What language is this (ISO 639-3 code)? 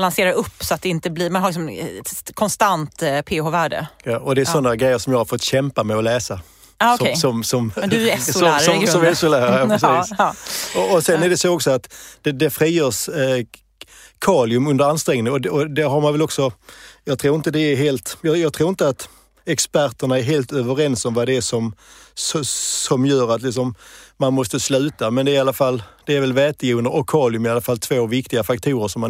swe